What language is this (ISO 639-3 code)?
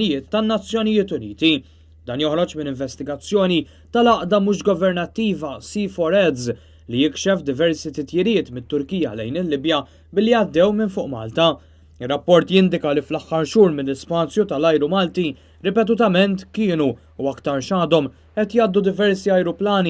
mlt